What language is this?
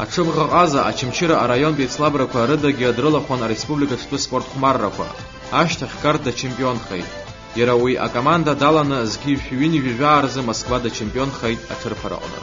Abkhazian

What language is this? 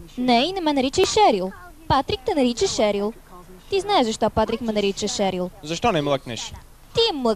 Bulgarian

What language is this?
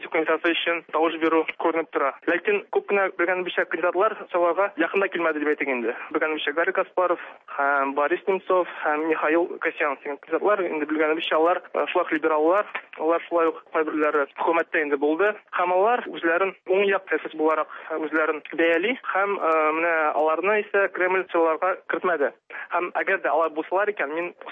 Tatar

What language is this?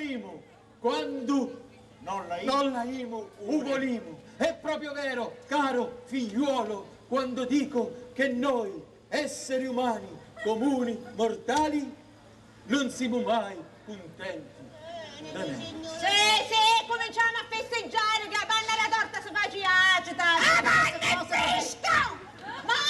Sicilian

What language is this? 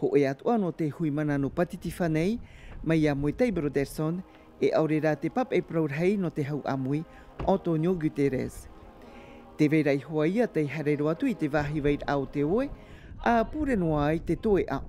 Tahitian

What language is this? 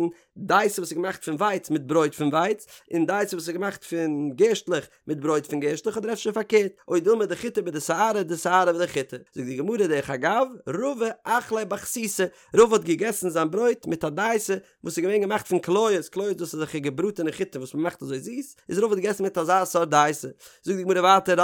Yiddish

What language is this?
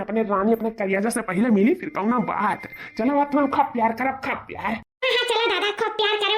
Awadhi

